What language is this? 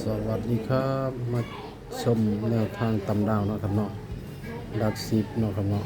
Northeastern Thai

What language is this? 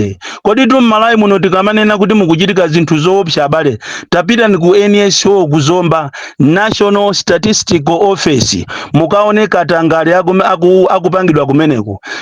Nyanja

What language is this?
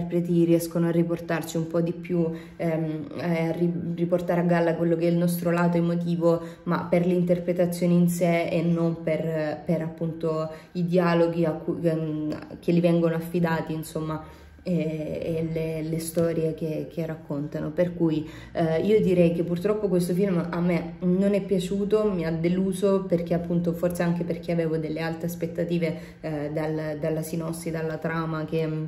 Italian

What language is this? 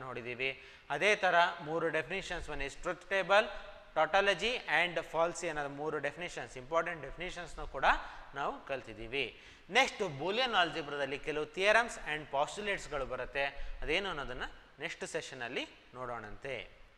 Kannada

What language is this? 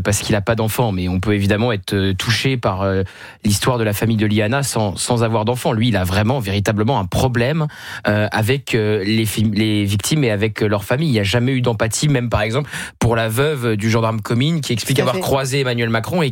French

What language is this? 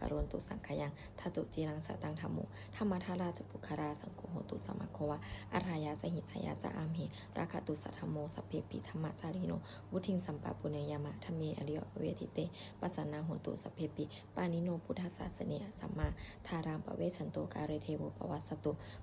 Pali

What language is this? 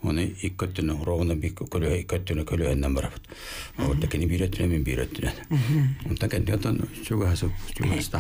Yakut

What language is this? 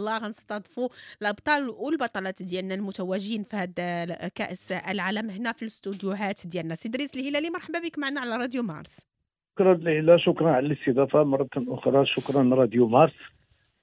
Moroccan Arabic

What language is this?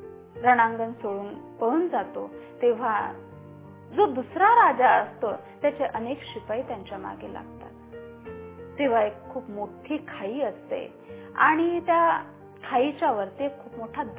Marathi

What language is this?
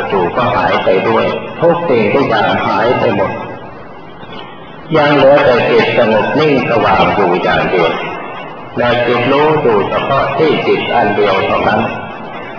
Thai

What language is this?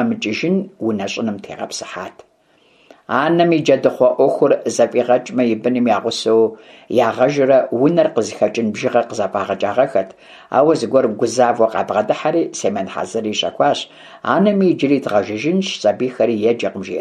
Kabardian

